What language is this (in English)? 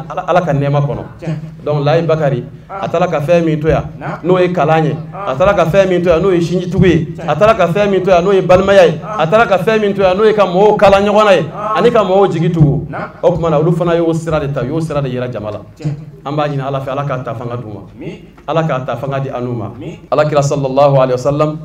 Bambara